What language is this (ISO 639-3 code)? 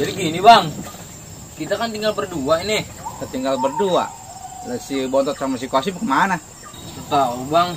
bew